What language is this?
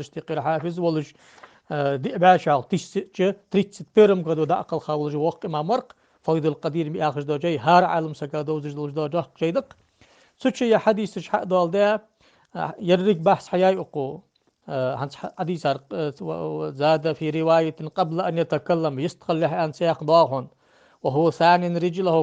Ingush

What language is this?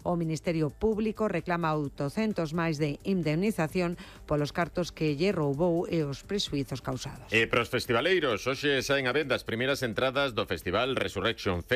Galician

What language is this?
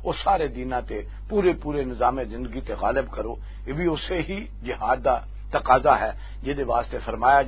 Western Panjabi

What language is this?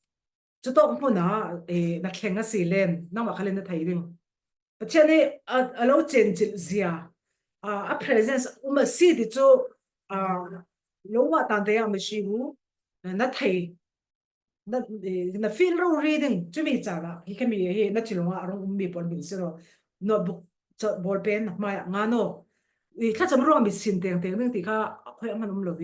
Falam Chin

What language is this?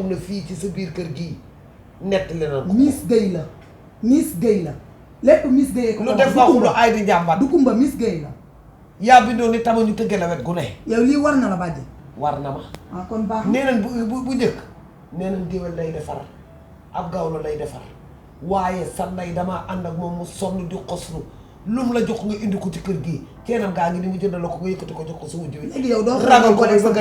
Wolof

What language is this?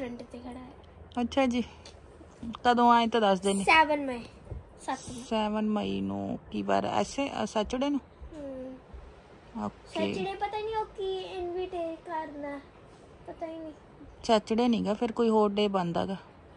Punjabi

